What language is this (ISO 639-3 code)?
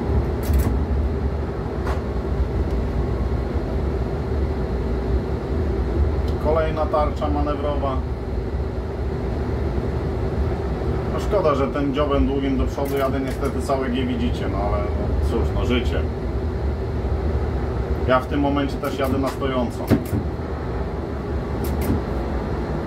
pol